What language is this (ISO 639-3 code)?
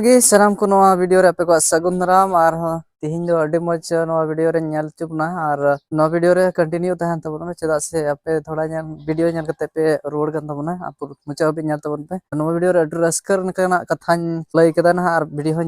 sat